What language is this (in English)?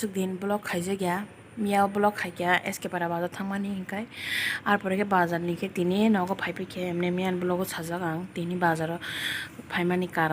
Kok Borok